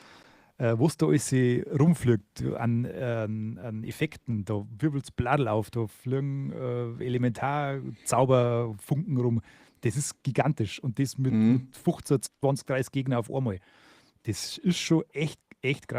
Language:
Bavarian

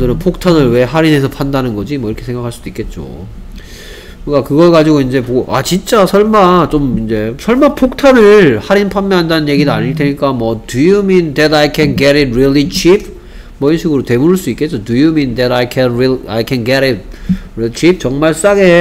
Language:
Korean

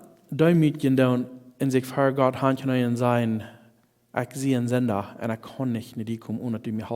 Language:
Plautdietsch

